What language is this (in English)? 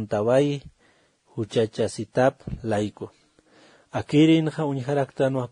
Aymara